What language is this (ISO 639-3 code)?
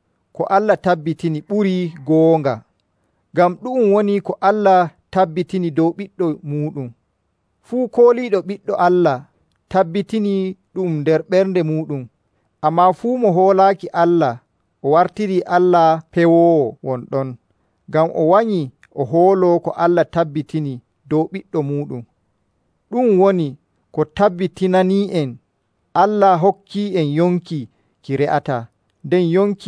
fuv